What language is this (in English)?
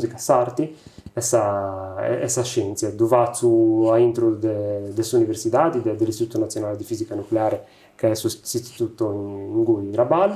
Sardinian